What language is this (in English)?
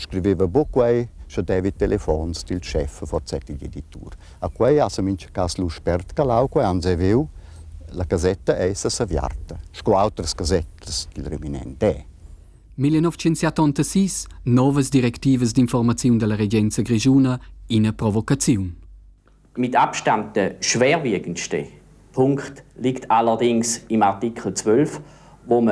Romansh